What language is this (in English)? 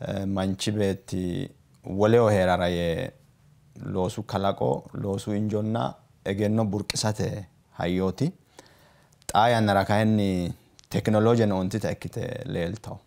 Sidamo